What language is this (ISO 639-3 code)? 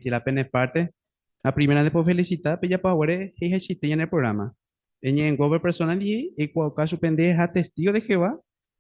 grn